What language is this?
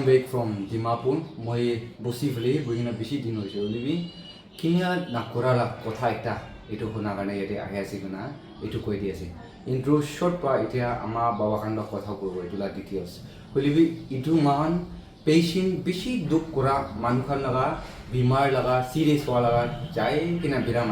Naga Pidgin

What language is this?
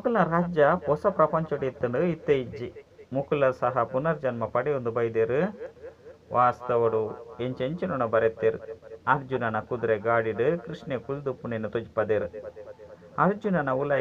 Tulu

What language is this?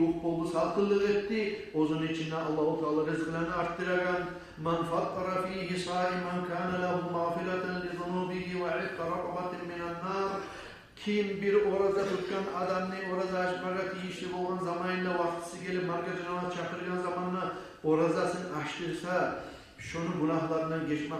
Kumyk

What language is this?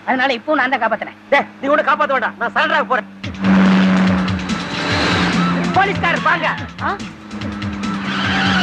Tamil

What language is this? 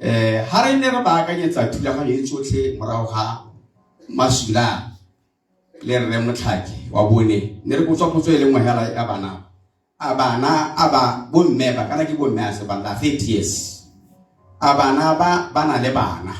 Tswana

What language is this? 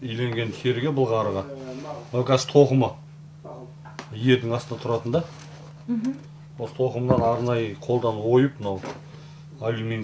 Kazakh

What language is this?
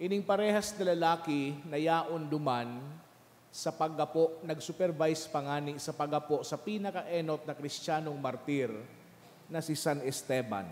Bikol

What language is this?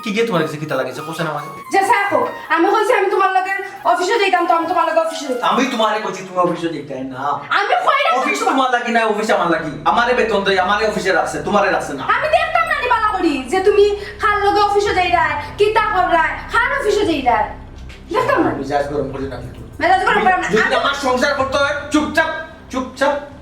Sylheti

